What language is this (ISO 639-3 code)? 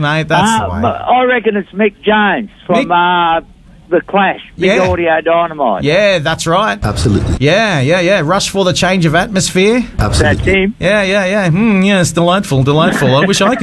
eng